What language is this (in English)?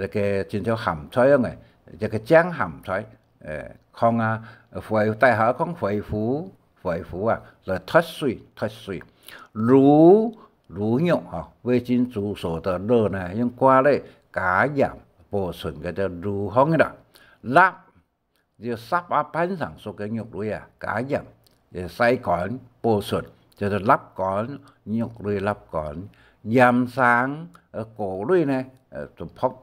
Hakka Chinese